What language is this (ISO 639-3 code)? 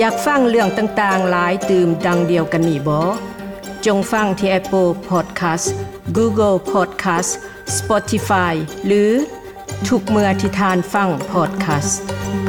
lao